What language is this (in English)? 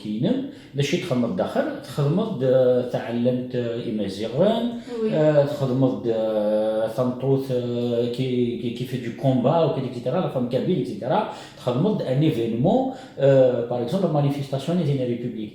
Kabyle